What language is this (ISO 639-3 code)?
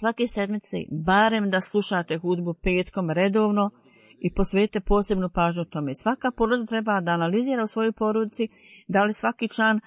bos